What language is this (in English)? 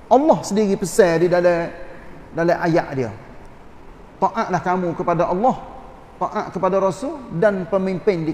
Malay